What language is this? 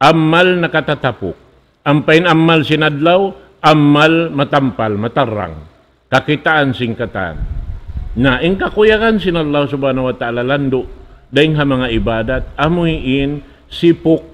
Tausug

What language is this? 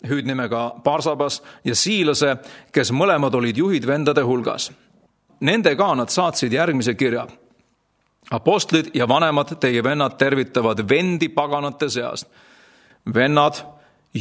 Estonian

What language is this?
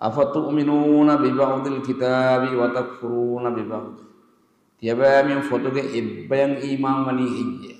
Divehi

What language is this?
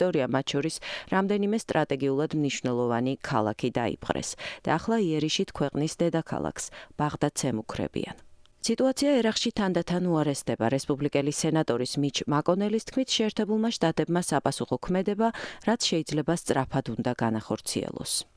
Georgian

